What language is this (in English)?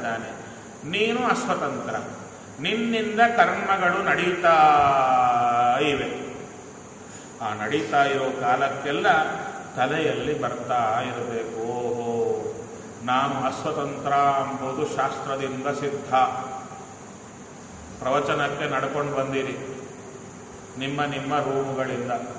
Kannada